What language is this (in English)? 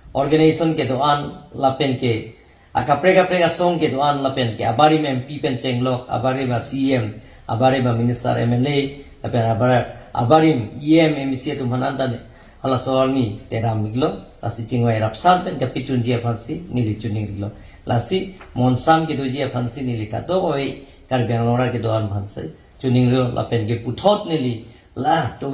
Karbi